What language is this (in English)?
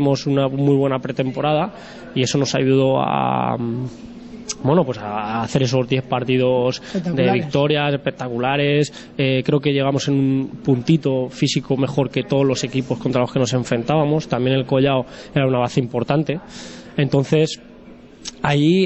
Spanish